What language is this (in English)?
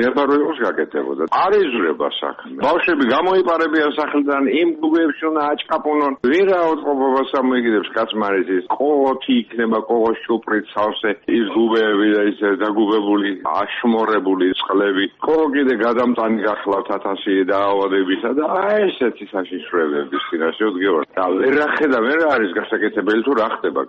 Georgian